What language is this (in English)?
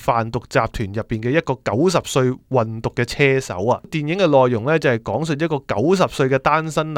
Cantonese